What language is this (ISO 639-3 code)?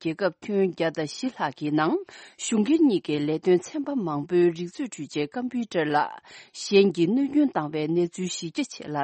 bod